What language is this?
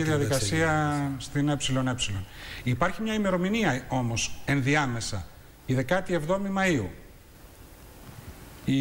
Greek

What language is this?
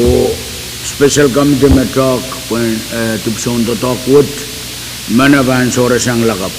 Pohnpeian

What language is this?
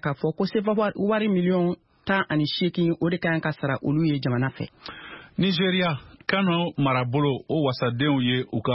Bambara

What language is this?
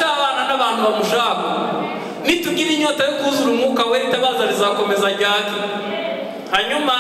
Kinyarwanda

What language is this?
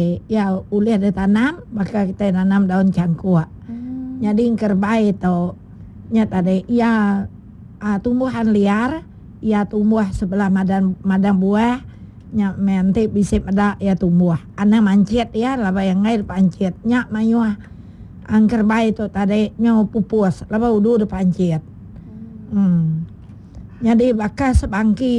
Iban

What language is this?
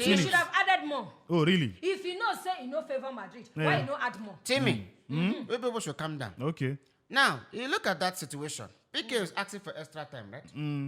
Nigerian Pidgin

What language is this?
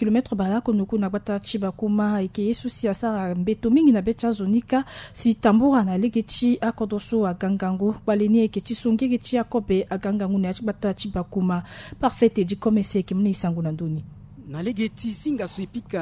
Sango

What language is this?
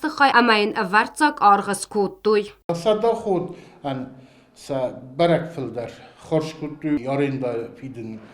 Ossetic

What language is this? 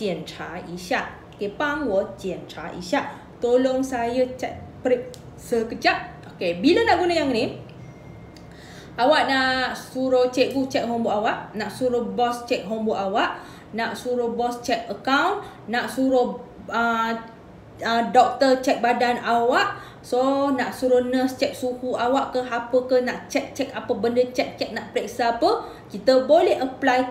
Malay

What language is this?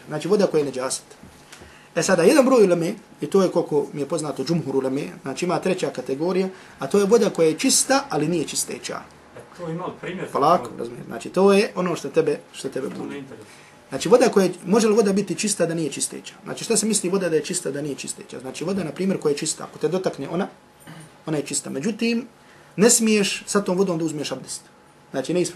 Bosnian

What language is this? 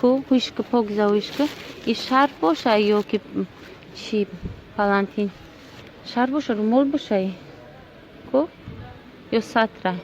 Tajik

